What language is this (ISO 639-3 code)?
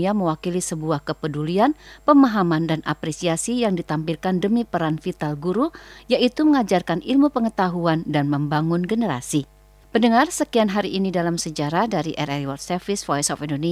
ind